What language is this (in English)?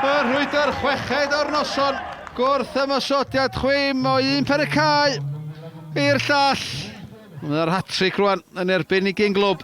Welsh